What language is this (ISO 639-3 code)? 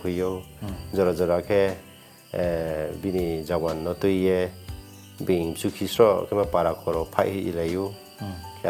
ria